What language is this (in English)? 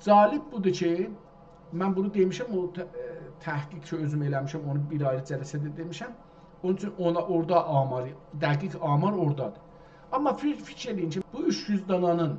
South Azerbaijani